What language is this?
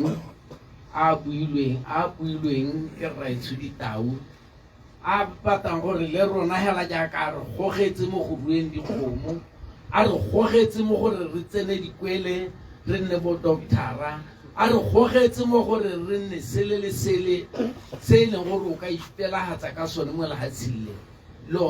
Tswana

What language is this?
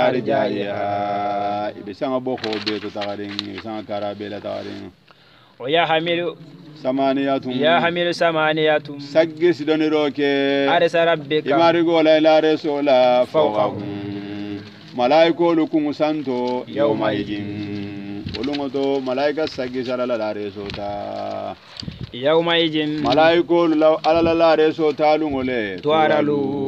Hausa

